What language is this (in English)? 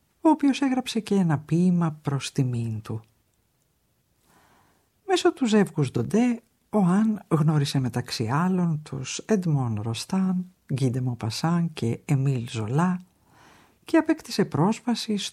Greek